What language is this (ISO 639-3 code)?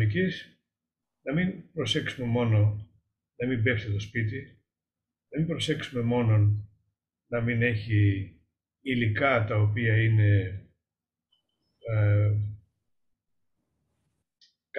ell